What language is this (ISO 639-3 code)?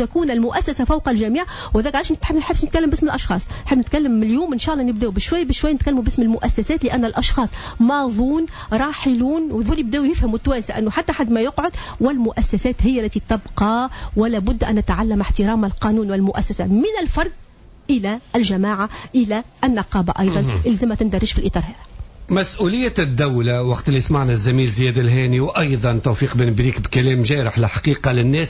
aeb